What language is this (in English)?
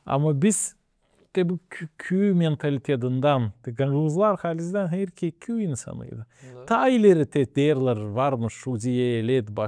Gagauz